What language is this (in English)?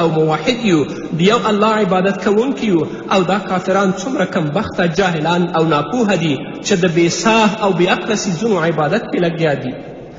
Pashto